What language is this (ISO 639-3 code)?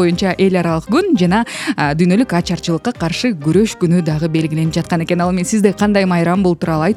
kir